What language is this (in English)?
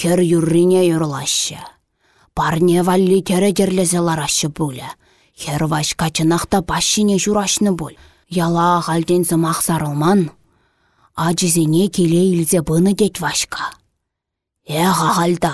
Chuvash